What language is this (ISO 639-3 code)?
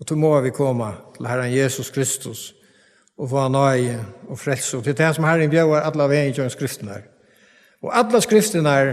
fao